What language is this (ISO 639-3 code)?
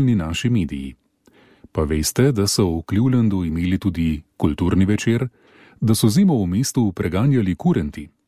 slv